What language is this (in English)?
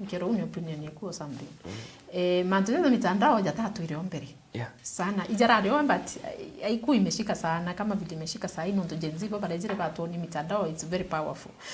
Meru